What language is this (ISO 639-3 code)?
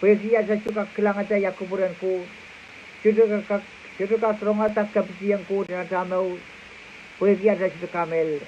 pon